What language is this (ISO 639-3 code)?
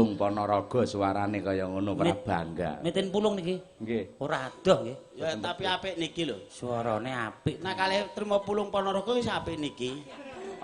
jav